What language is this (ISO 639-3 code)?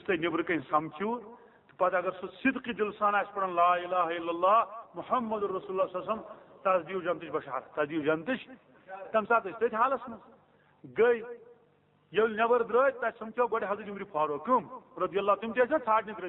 kas